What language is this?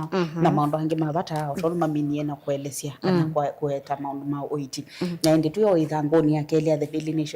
Kamba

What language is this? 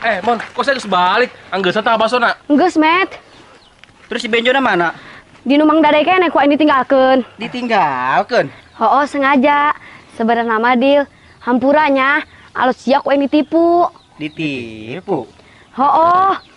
Sundanese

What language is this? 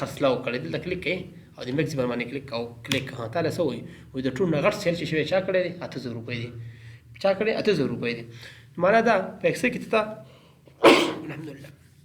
Pashto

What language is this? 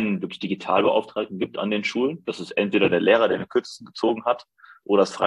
German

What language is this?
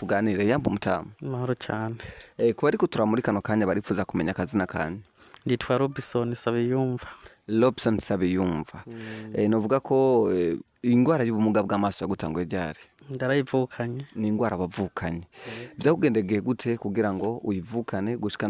Rundi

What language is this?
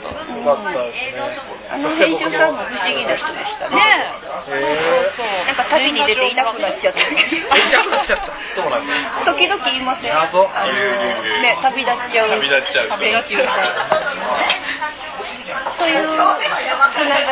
Japanese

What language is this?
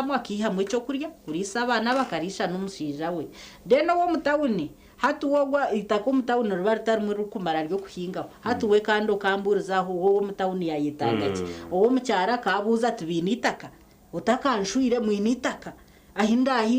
Nyankole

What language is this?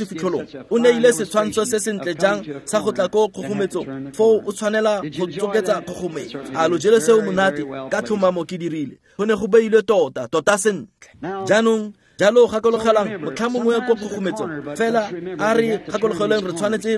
Tswana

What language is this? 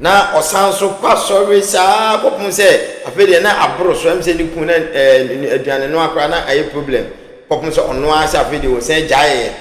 Akan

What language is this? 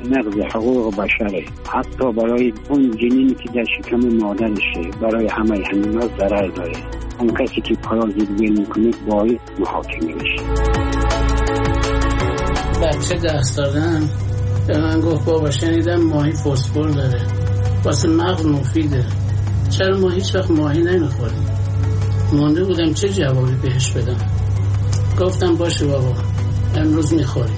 Persian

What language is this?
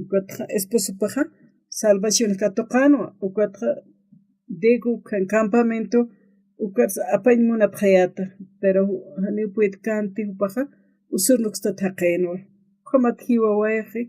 Aymara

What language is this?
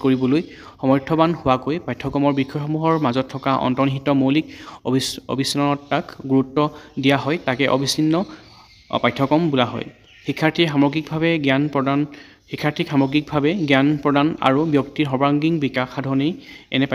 Assamese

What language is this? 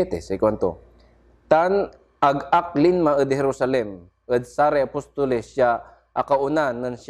Pangasinan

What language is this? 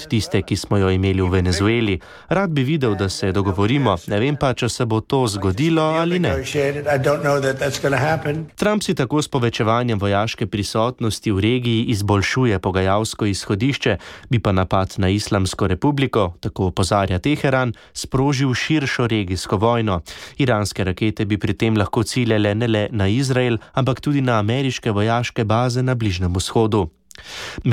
Slovenian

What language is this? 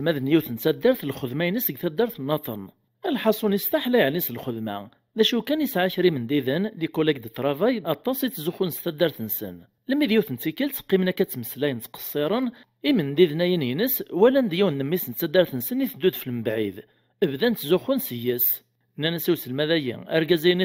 Kabyle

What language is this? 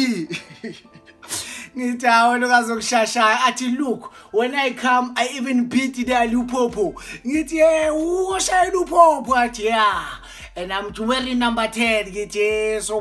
Zulu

